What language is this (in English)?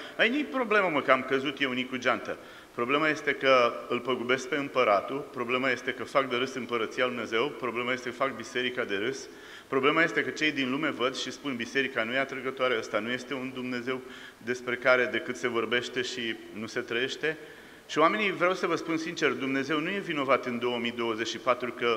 Romanian